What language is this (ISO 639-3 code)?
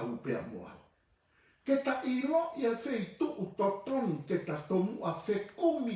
ton